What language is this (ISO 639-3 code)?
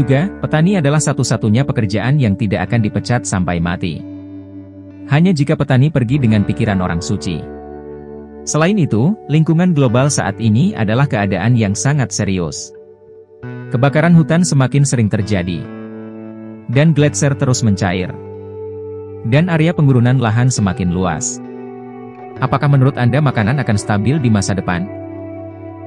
ind